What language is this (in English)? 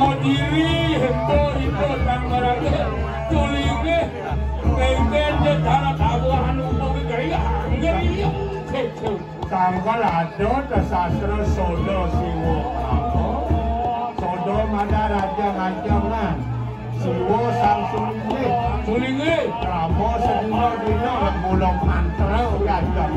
Balinese